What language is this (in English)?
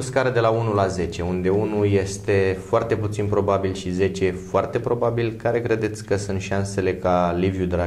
Romanian